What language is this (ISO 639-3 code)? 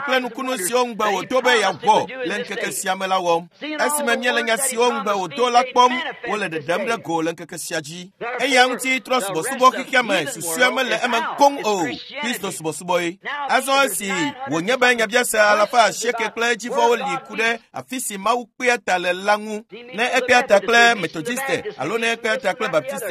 ewe